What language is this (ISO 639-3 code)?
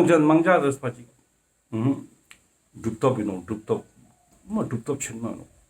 lbj